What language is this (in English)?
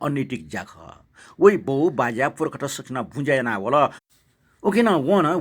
Newari